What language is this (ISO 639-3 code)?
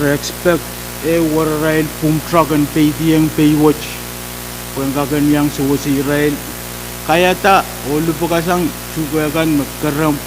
pon